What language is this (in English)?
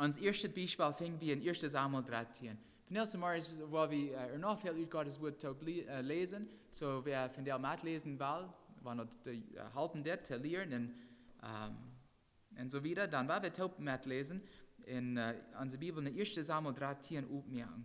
Plautdietsch